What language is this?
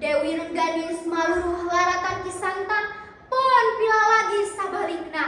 Sundanese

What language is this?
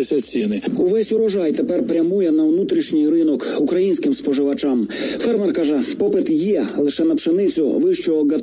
Ukrainian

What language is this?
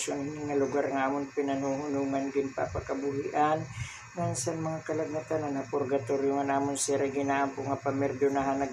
Waray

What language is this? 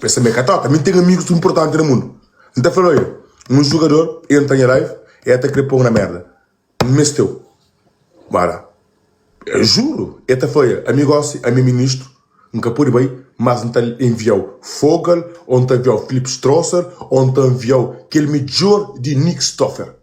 Kabuverdianu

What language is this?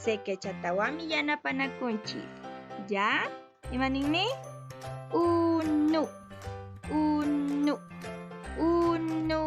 Quechua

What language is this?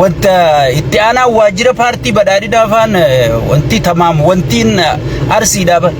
Oromo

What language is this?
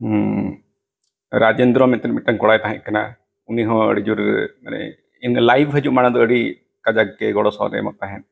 Santali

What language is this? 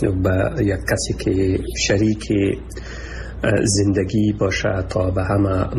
Persian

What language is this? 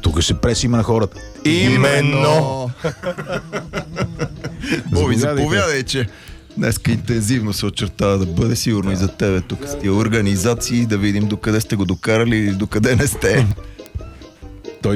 Bulgarian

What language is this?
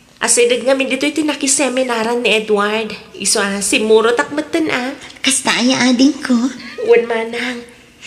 Iloko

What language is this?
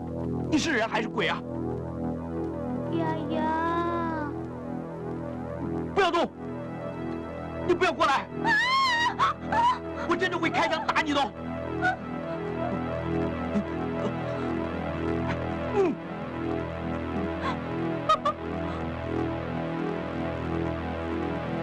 Chinese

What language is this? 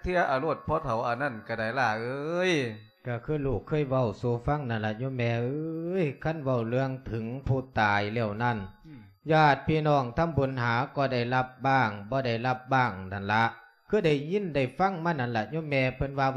Lao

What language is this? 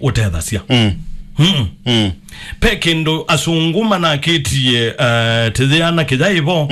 Kamba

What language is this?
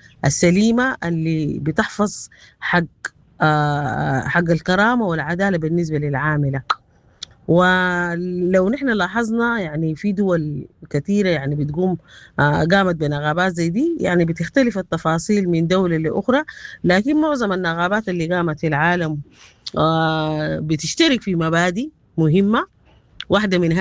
Sudanese Arabic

